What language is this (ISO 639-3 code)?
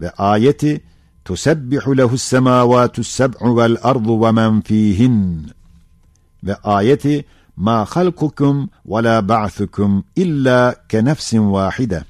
ota